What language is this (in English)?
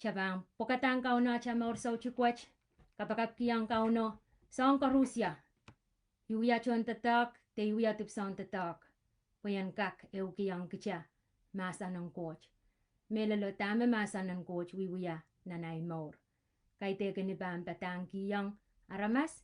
Pohnpeian